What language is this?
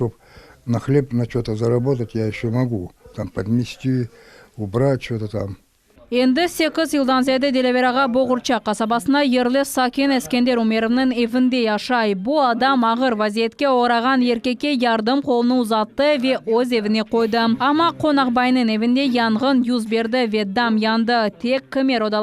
Crimean Tatar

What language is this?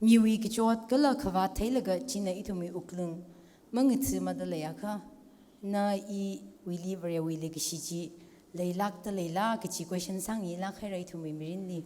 Tangkhul Naga (India)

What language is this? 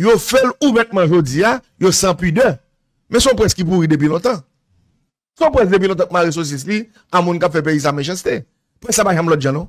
Haitian Creole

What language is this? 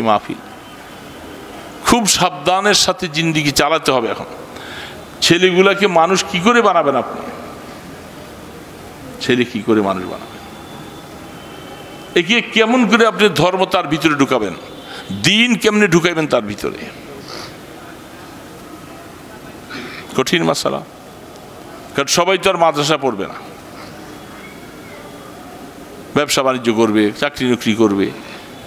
Bangla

